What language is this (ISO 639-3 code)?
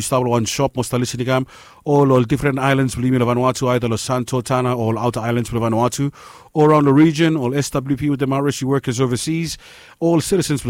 bis